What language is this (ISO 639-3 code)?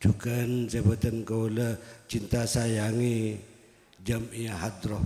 mad